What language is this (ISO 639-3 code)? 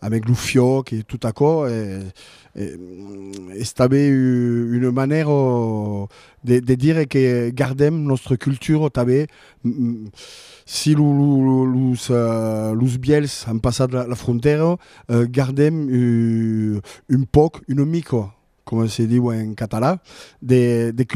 oci